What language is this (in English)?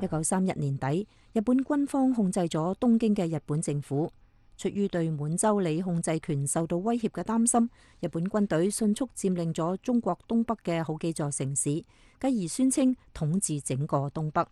Cantonese